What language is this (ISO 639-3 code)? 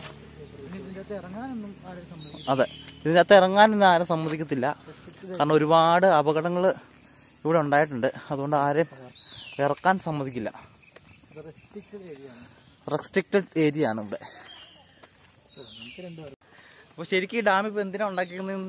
mal